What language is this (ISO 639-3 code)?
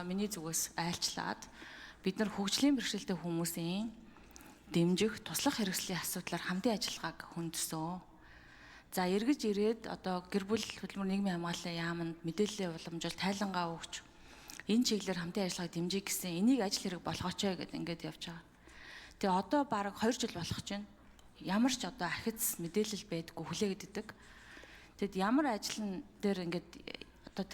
mon